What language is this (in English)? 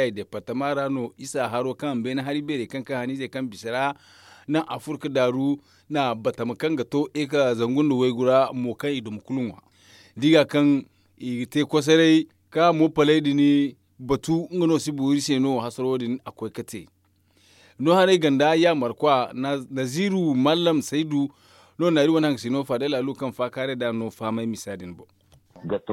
Zarma